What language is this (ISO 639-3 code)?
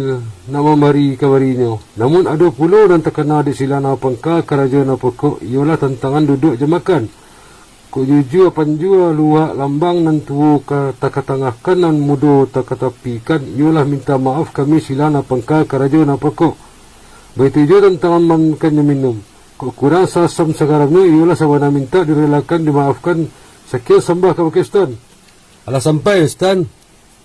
min